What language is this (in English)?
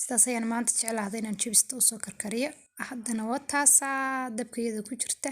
Somali